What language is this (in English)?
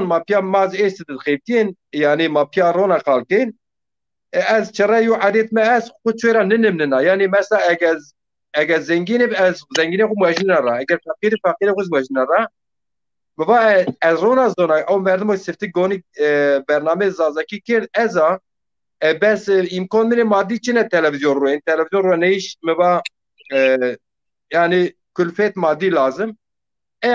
Zaza